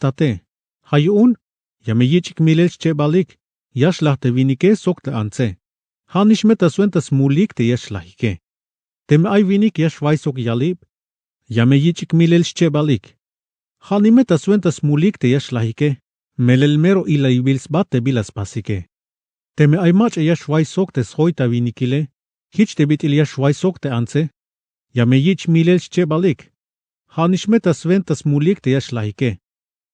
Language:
Tzeltal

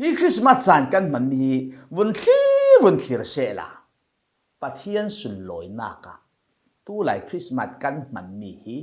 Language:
Falam Chin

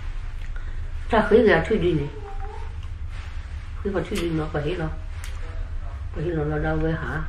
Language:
S'gaw Karen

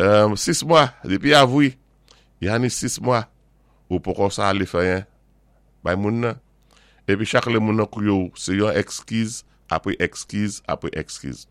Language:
Saint Lucian Creole French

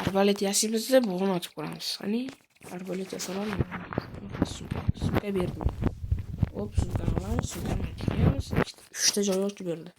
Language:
Uzbek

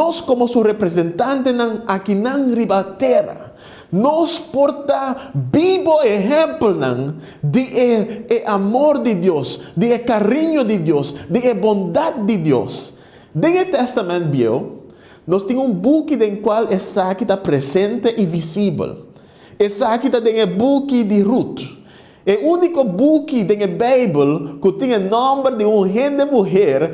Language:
Papiamento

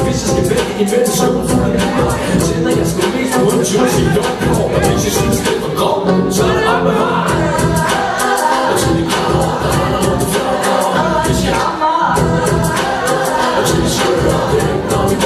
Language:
Danish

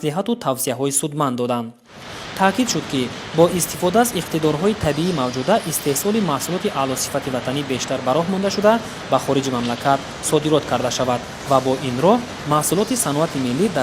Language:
Tajik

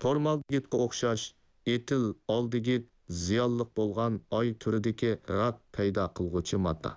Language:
Uyghur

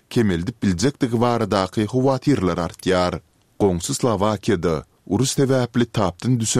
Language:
Turkmen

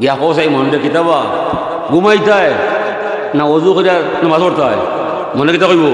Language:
Sylheti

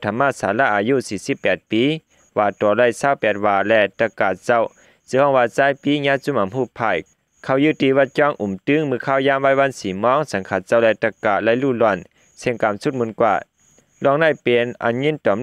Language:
Shan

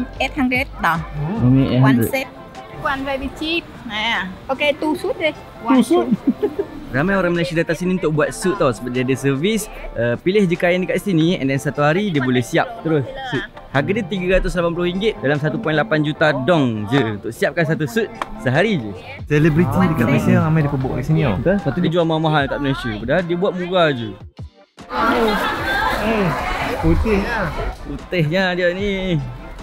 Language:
Malay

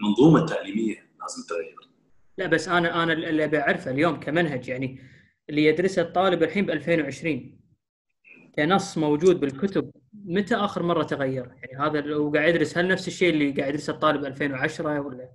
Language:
Gulf Arabic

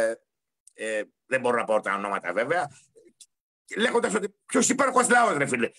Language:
Greek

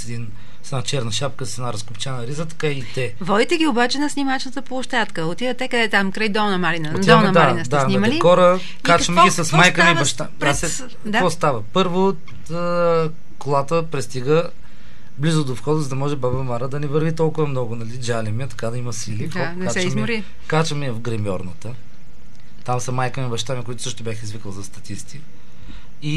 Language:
Bulgarian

